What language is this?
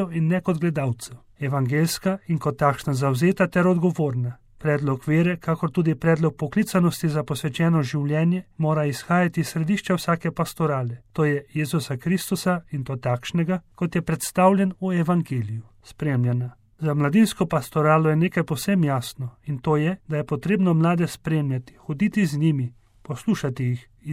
Slovenian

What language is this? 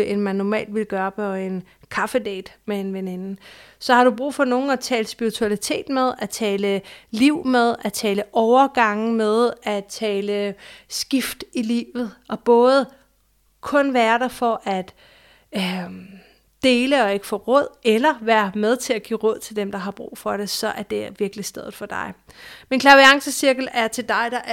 Danish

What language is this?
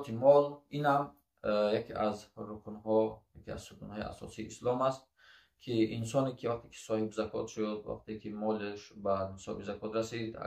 Tajik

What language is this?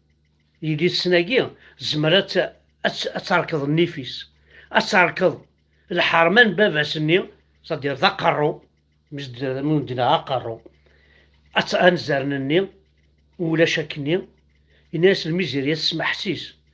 Kabyle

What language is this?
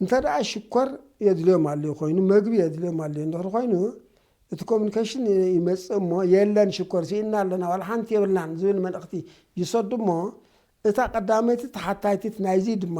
Tigrinya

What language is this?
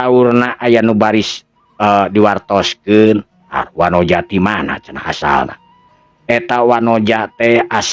Sundanese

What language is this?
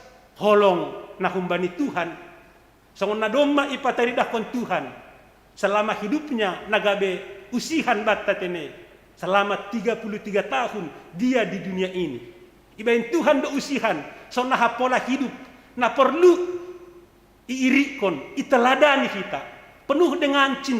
Batak Simalungun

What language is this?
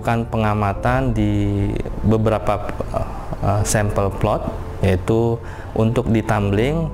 Indonesian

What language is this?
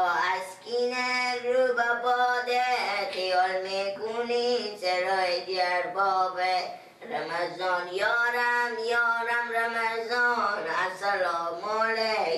Persian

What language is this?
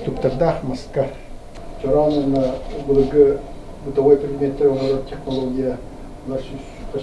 Yakut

